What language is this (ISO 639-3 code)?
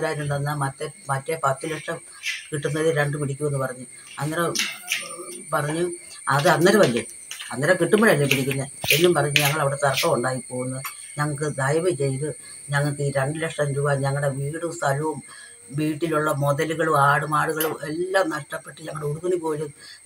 mal